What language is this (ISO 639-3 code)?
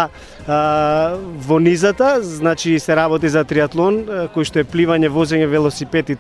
mkd